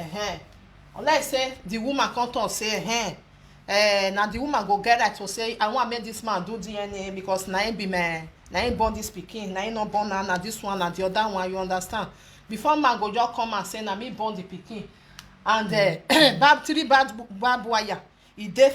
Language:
Nigerian Pidgin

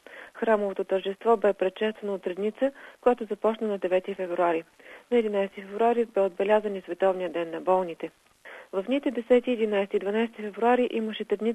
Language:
Bulgarian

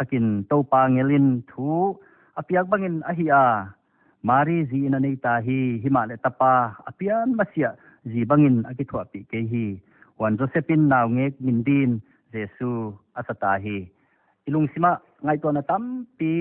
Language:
Paite Chin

